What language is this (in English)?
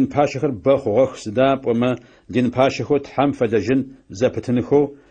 Adyghe